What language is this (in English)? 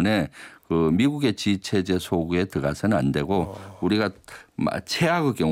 Korean